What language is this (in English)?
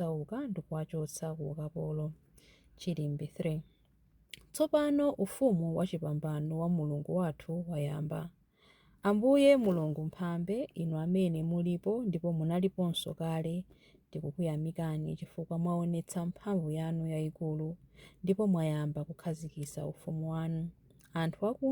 Nyanja